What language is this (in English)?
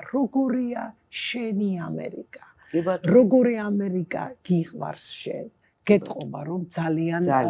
Georgian